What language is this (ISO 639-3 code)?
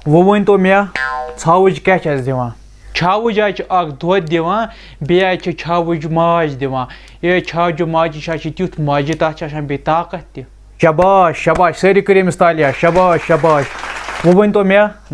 kas